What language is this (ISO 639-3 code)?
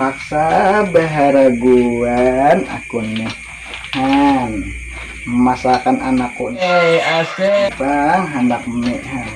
bjn